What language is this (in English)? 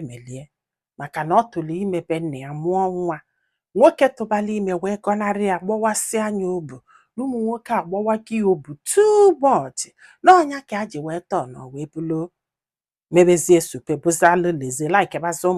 Igbo